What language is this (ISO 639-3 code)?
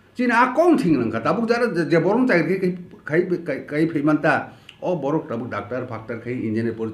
trp